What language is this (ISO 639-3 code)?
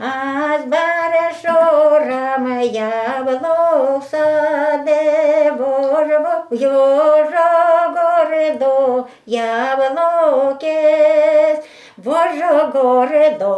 udm